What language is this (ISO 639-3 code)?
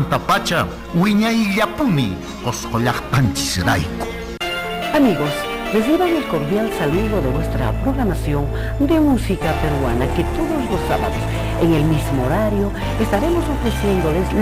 que